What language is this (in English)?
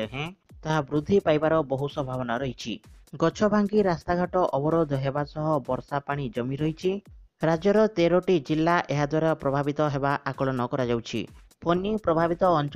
Odia